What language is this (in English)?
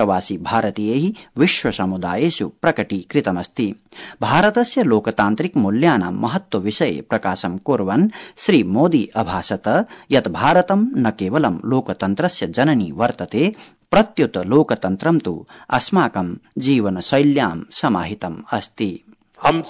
Sanskrit